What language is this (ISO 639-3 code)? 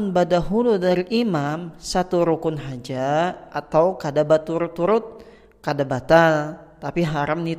bjn